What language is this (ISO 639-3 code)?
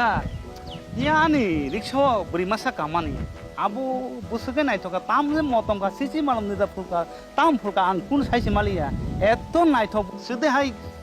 trp